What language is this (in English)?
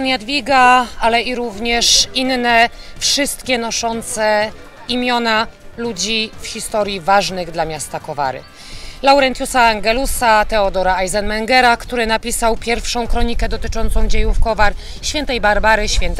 Polish